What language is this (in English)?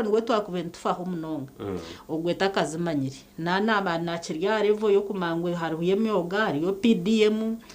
Nyankole